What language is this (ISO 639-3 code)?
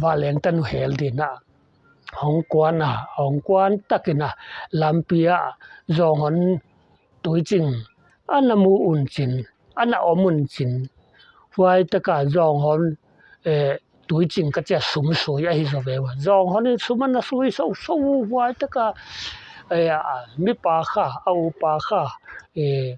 pck